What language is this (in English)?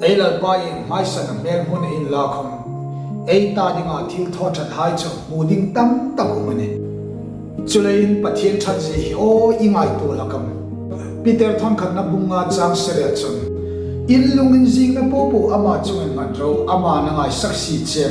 Hmar